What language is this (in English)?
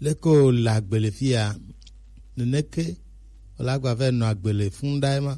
Gen